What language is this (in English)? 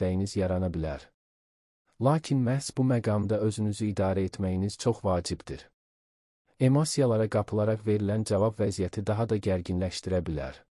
Azerbaijani